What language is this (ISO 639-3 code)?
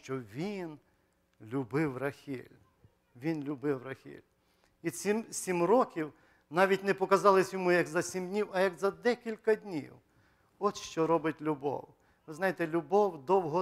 ukr